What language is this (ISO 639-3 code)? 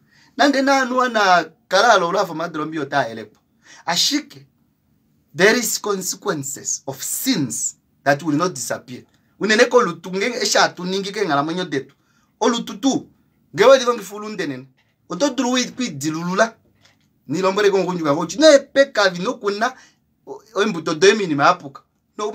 kua